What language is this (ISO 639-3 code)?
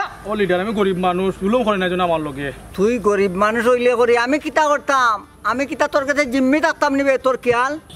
syl